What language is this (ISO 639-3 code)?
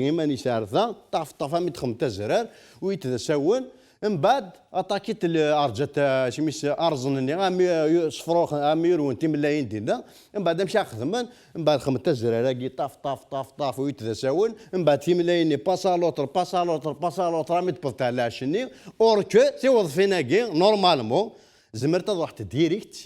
kab